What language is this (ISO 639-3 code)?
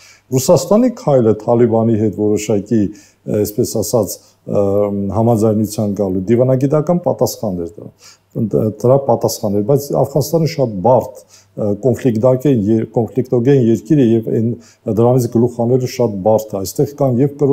hye